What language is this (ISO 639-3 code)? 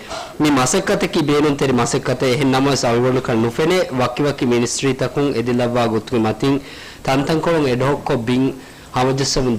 div